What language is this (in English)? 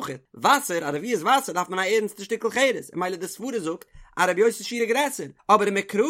Yiddish